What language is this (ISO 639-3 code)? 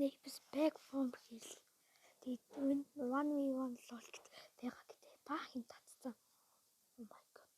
mon